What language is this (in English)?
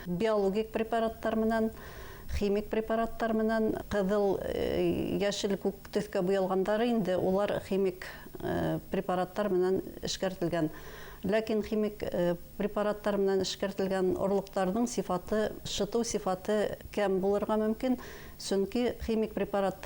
Bashkir